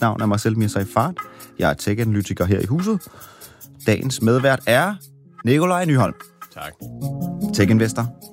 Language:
Danish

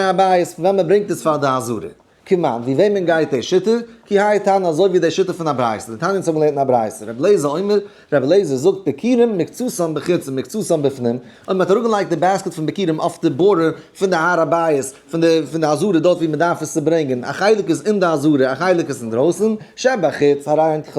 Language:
Yiddish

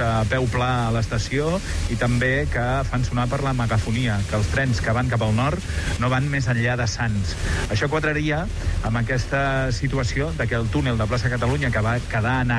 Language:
Catalan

